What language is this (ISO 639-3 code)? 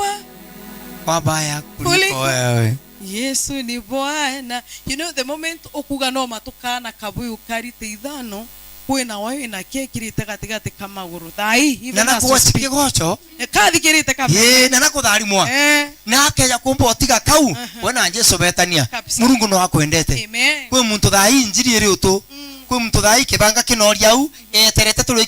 mer